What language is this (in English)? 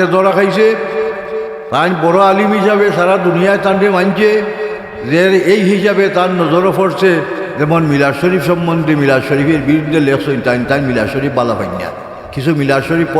Sylheti